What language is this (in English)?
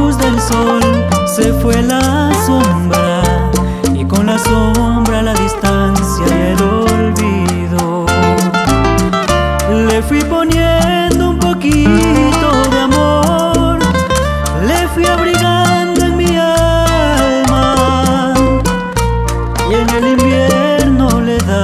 Spanish